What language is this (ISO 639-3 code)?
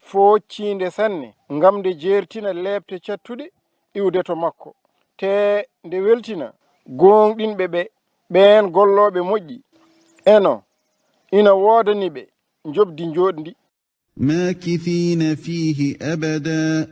ful